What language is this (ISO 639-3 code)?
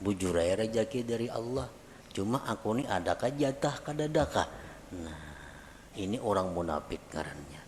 bjn